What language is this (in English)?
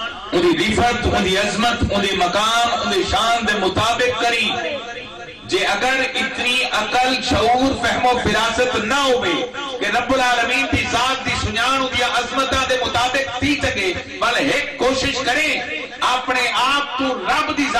Saraiki